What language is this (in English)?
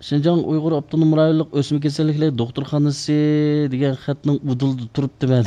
Uyghur